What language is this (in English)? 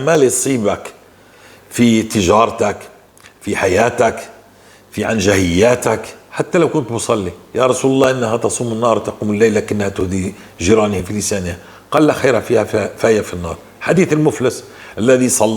North Levantine Arabic